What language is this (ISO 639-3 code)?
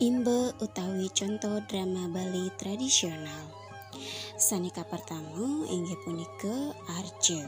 ban